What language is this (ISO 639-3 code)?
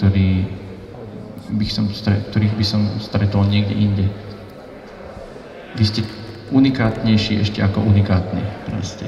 slk